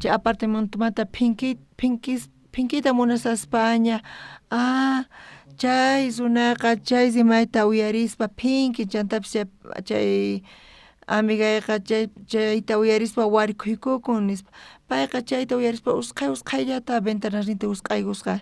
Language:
South Bolivian Quechua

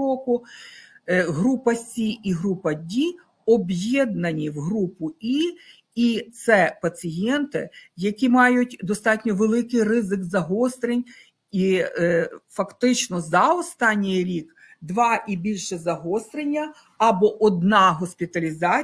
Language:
Ukrainian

